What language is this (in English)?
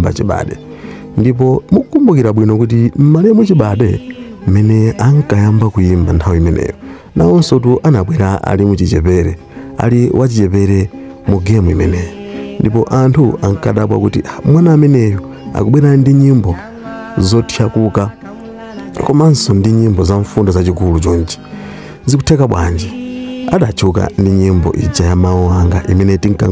Nyanja